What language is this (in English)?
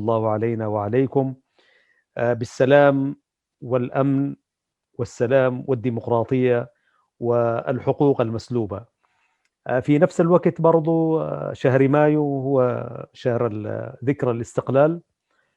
Sudanese Arabic